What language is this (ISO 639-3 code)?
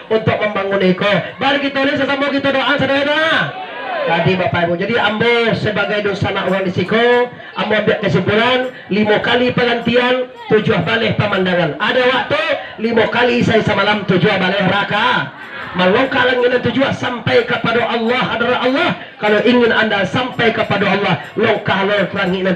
min